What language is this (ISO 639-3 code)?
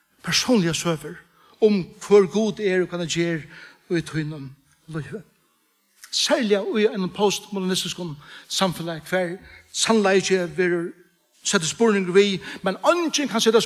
fao